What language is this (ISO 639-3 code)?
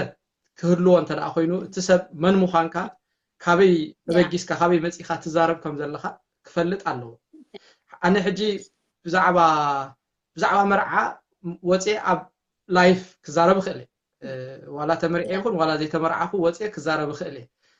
tir